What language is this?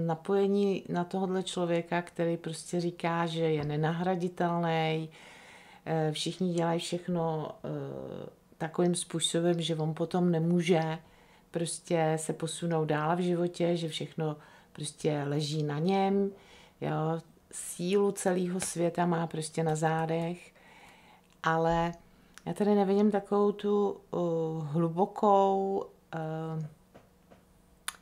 Czech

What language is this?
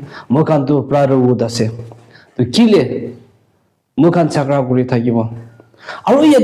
Naga Pidgin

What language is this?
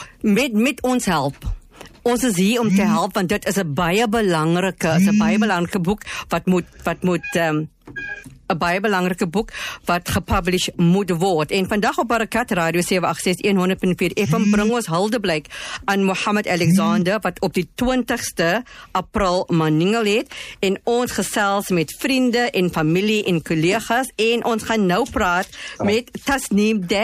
Afrikaans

